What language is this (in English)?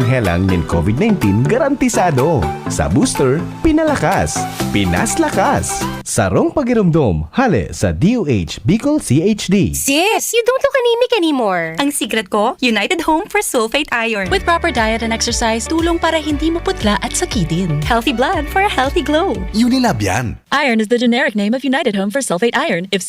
Bikol